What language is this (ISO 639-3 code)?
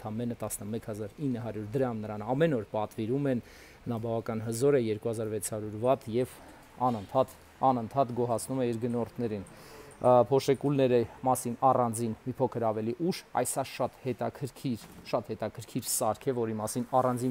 hye